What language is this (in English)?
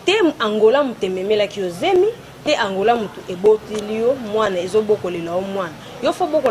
Lingala